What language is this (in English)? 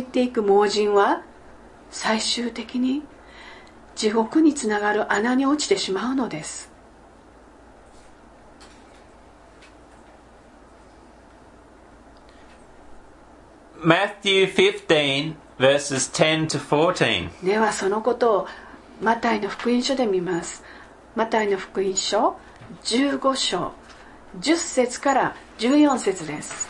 Japanese